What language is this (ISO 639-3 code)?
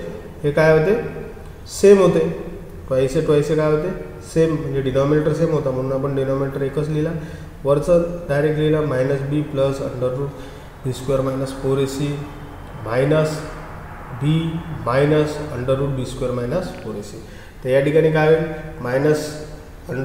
mar